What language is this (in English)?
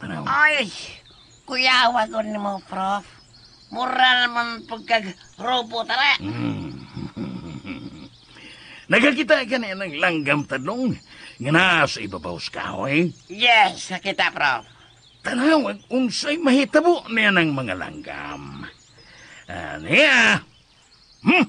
Cebuano